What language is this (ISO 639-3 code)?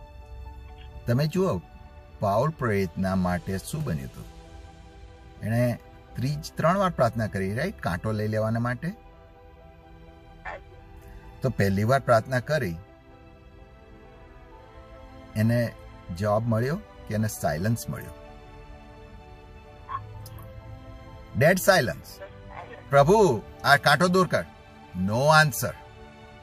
guj